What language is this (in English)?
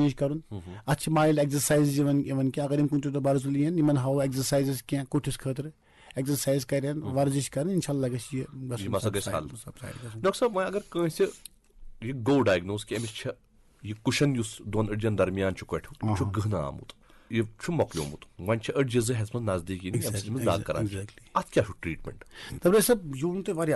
Kashmiri